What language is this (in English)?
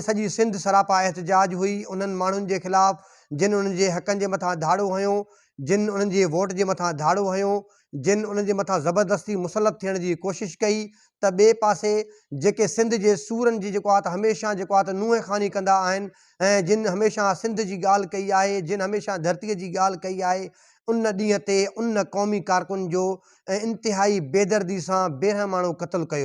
Sindhi